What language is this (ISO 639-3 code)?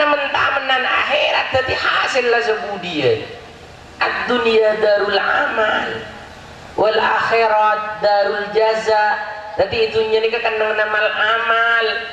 mad